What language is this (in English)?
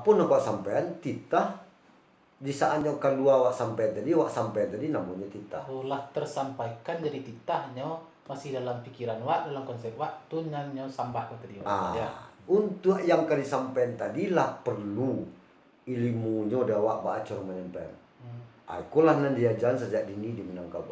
Minangkabau